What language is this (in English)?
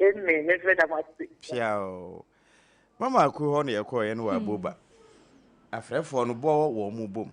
Akan